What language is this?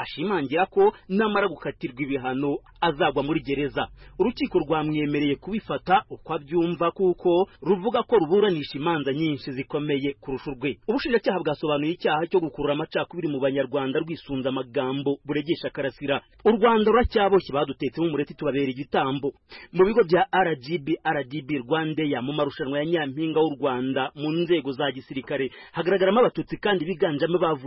Kinyarwanda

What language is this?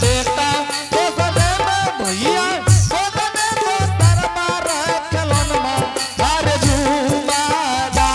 Angika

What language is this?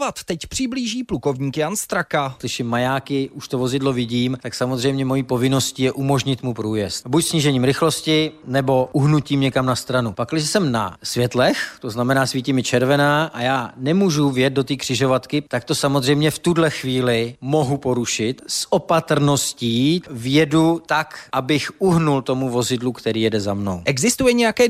Czech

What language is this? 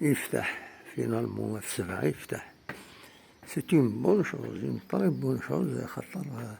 Kabyle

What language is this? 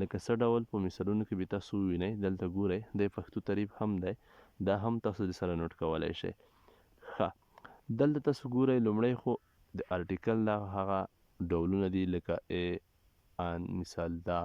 Pashto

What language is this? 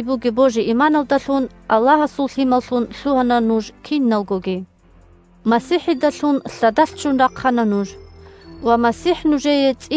Avaric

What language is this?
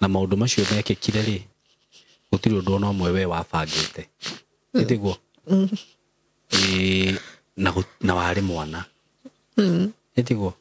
Kikuyu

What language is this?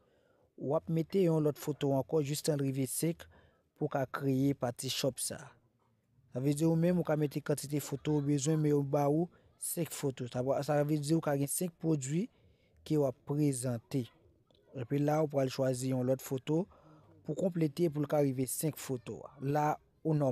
Haitian Creole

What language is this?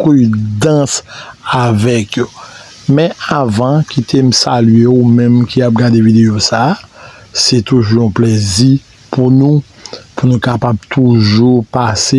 Haitian Creole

